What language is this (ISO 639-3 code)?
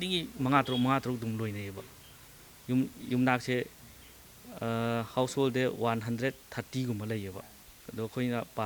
mni